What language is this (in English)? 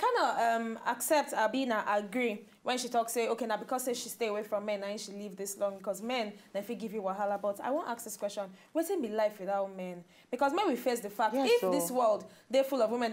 Nigerian Pidgin